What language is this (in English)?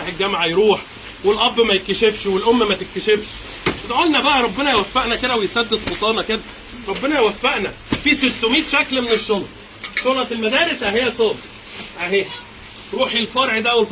Egyptian Arabic